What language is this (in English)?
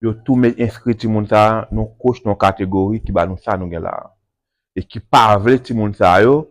Haitian Creole